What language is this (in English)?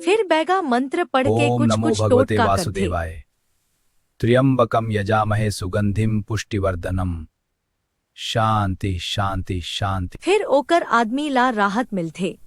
Chhattisgarhi